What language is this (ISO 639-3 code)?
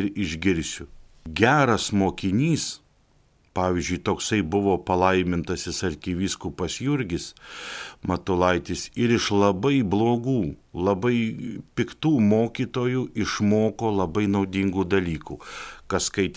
lit